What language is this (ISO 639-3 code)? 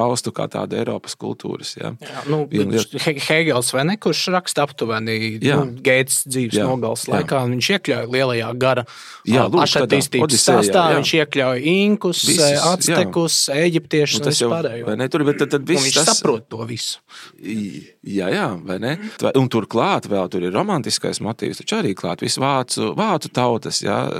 lav